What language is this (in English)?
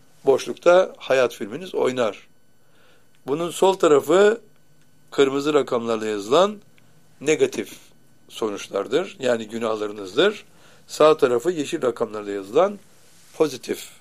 Turkish